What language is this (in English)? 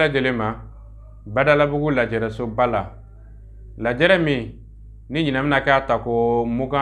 Bambara